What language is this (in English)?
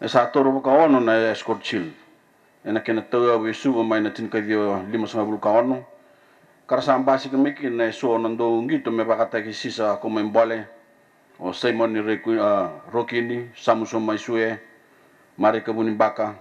Fijian